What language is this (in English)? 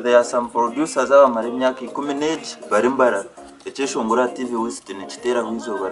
Nyankole